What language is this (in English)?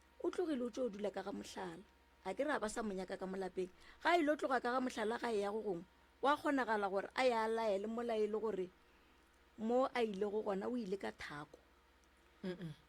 Northern Sotho